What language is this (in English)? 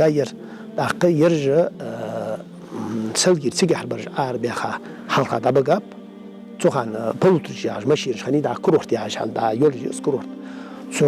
Ingush